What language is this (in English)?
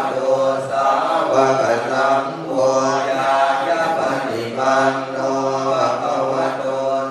Pali